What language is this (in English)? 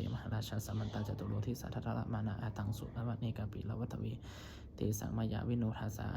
Pali